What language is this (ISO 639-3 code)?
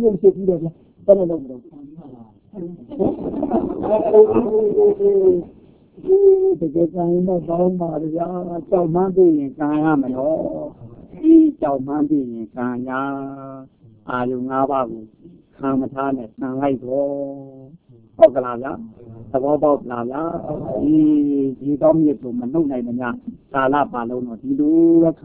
mya